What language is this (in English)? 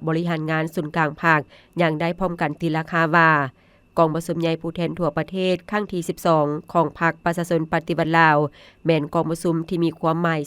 Lao